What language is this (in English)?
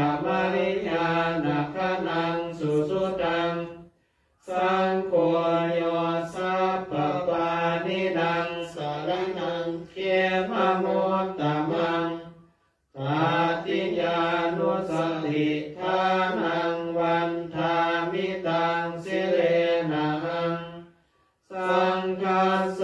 Pali